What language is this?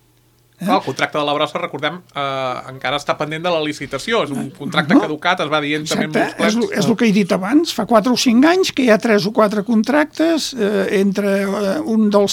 Catalan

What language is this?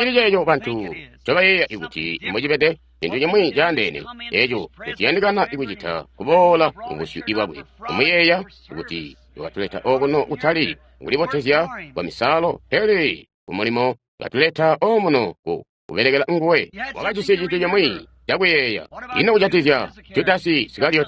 Tonga (Zambia)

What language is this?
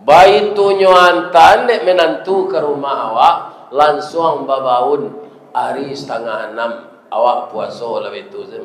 Minangkabau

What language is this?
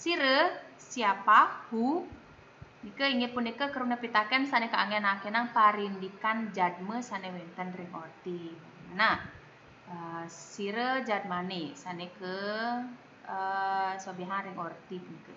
Balinese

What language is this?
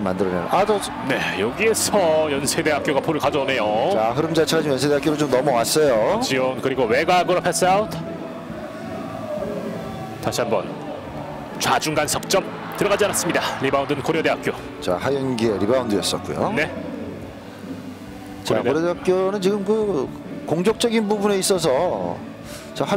Korean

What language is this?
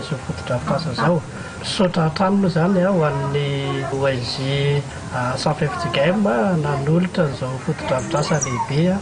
Malagasy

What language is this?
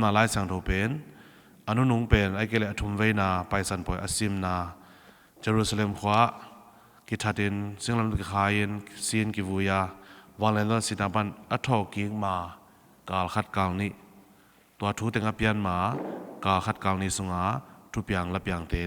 Tedim Chin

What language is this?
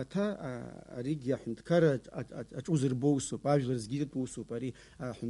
Abkhazian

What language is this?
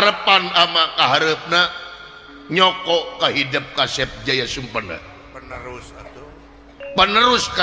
Sundanese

